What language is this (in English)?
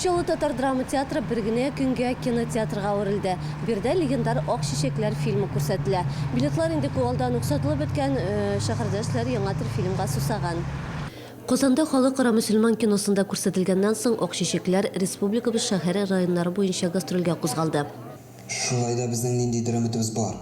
Tatar